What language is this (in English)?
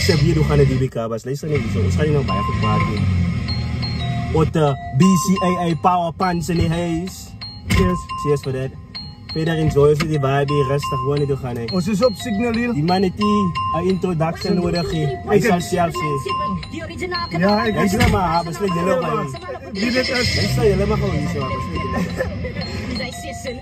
Afrikaans